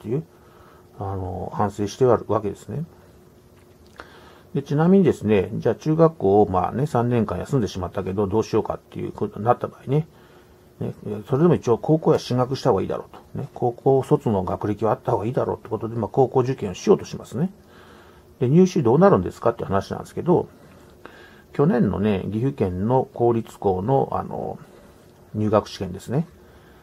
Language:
Japanese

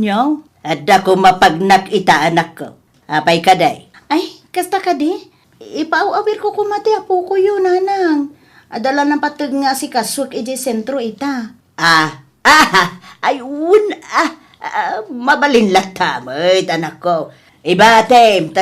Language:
Iloko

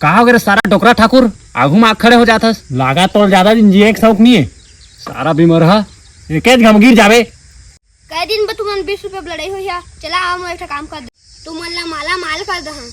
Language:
Chhattisgarhi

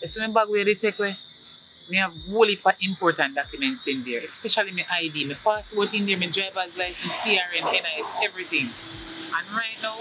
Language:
Jamaican Creole English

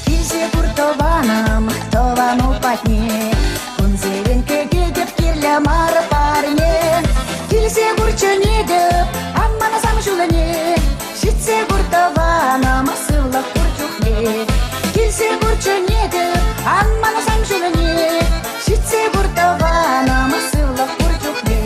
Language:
Chuvash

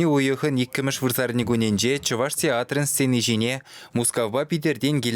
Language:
Chuvash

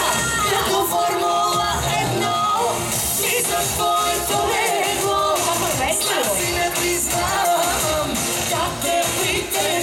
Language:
Bulgarian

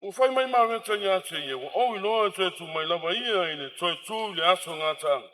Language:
Samoan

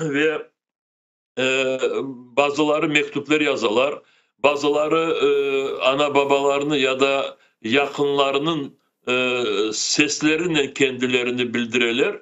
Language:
Crimean Tatar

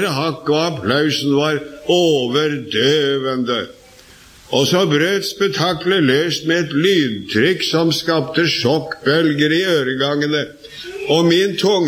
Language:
Norwegian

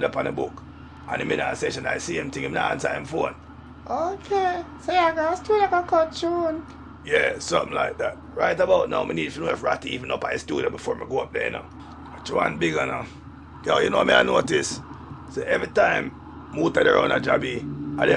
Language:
Jamaican Creole English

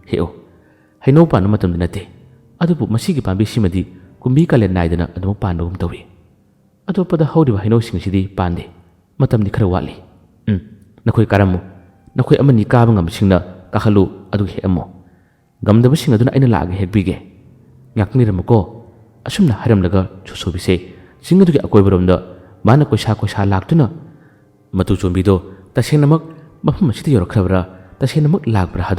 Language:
Manipuri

